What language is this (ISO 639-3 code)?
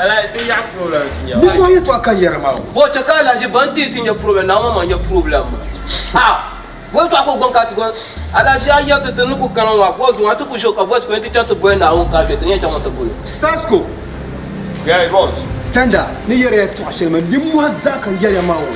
dag